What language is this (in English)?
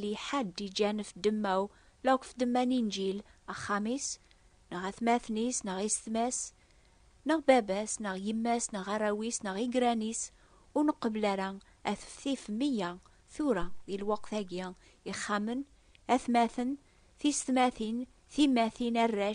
Kabyle